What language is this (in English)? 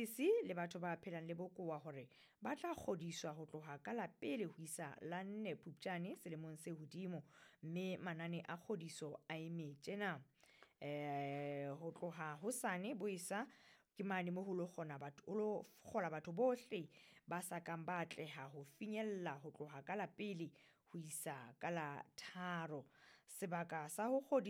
Southern Sotho